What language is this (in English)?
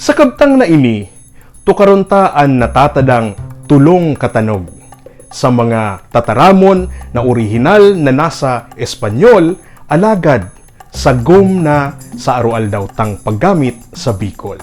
Bikol